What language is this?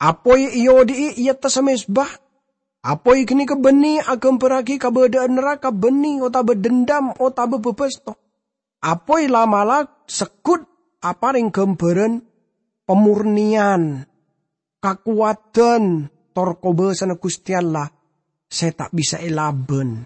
Madurese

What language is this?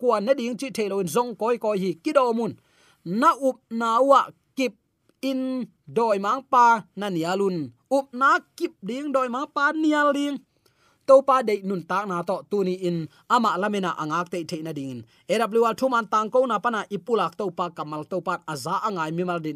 Tedim Chin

